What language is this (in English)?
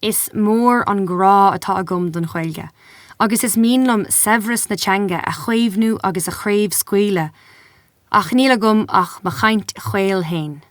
Irish